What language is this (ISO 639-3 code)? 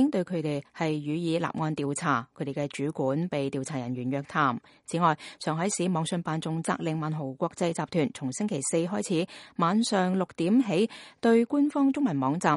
yue